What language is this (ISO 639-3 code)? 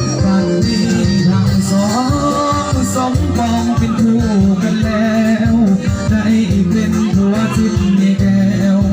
lao